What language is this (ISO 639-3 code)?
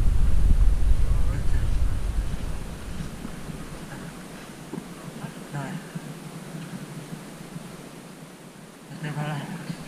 fin